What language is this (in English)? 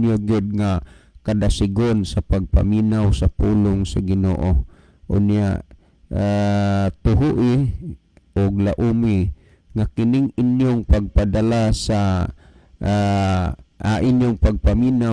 Cebuano